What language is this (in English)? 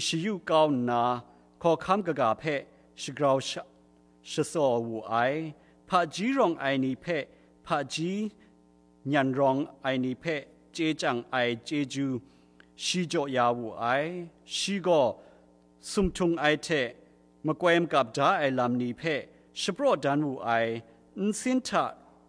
Kachin